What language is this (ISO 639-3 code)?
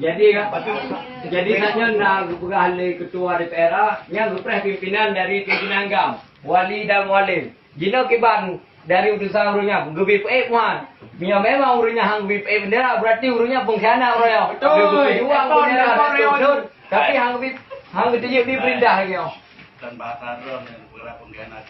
ace